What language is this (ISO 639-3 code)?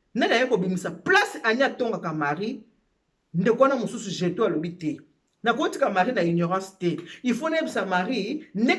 lin